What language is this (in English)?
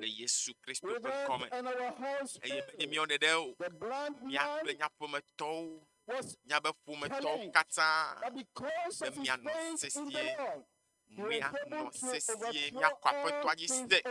Ewe